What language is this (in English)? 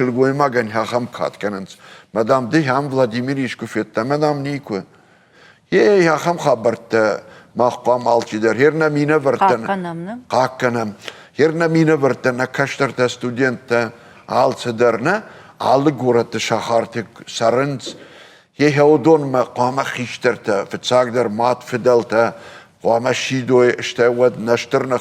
Ossetic